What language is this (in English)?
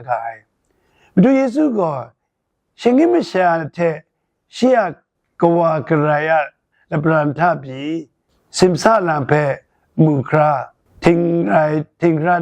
Kachin